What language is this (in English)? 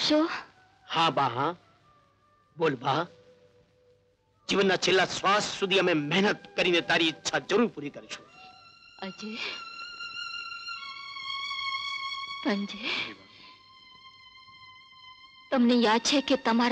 Gujarati